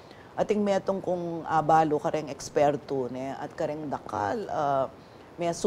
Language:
Pampanga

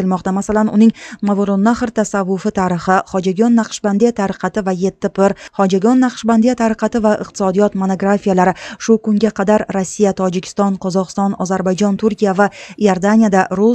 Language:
Uzbek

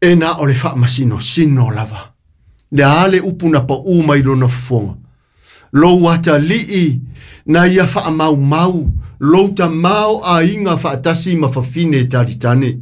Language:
Samoan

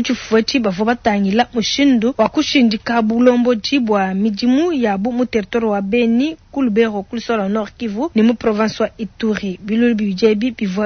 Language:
Luba-Lulua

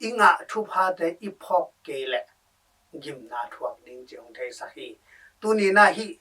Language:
Tedim Chin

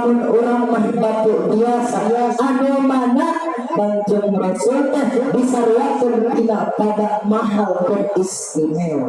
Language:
Sundanese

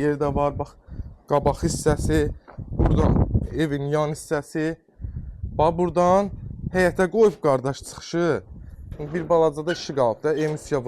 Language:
Azerbaijani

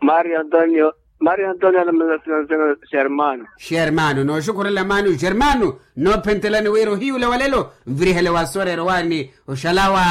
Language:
Makhuwa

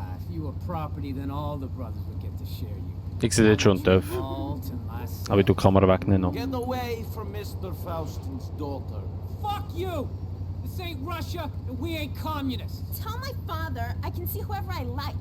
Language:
Swiss German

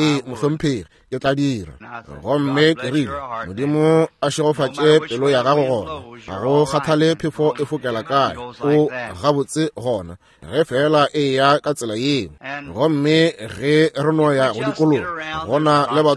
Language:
Northern Sotho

